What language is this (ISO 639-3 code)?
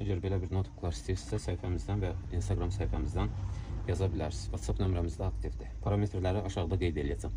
aze